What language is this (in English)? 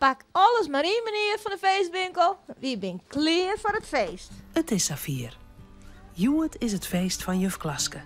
Western Frisian